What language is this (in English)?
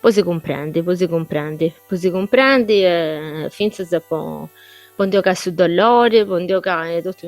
Sardinian